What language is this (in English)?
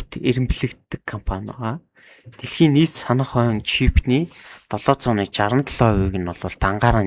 Mongolian